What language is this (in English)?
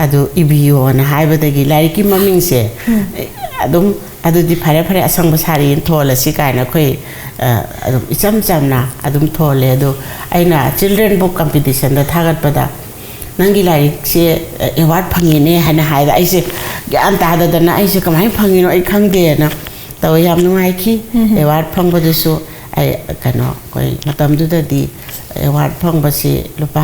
Manipuri